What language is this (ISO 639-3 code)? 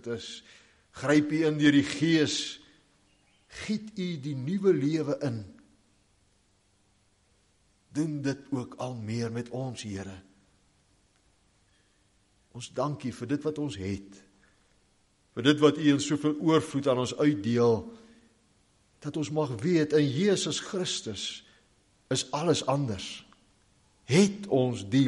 afr